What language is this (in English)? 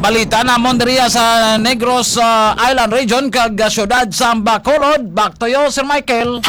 Hiligaynon